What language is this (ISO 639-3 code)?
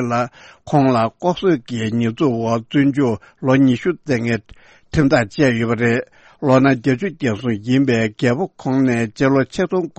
bod